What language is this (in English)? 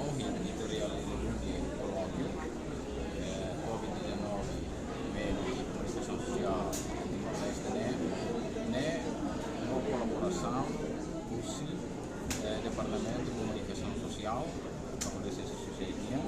Tetum